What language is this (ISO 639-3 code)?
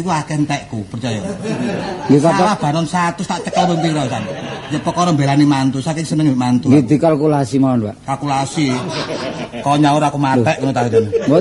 jav